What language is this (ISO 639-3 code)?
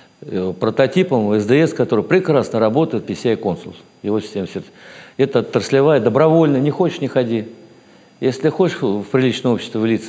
rus